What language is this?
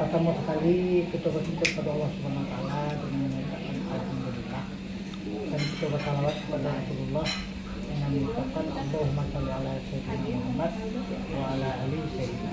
Minangkabau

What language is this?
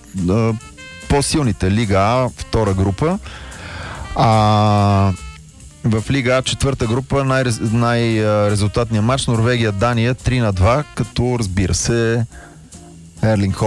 Bulgarian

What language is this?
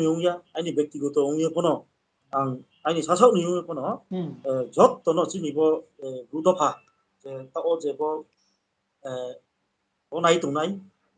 Riang (India)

